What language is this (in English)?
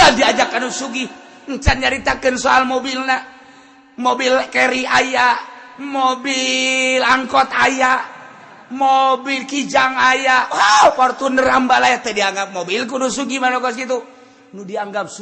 Sundanese